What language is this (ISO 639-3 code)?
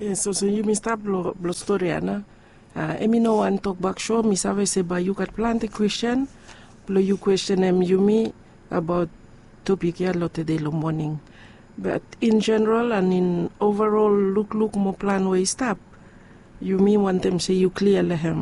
bis